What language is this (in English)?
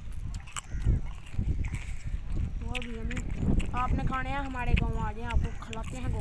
Hindi